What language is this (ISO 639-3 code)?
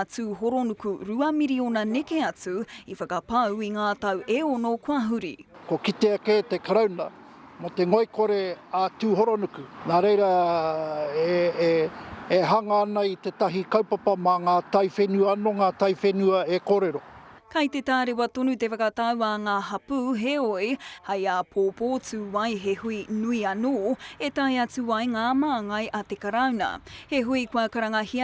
mri